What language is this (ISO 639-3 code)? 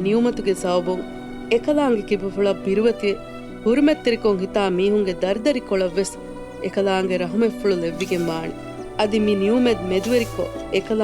div